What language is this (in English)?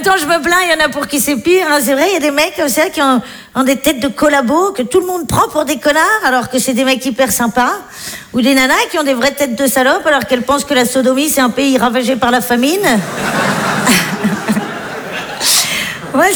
French